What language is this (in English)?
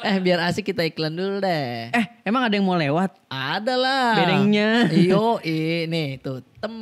Makassar Malay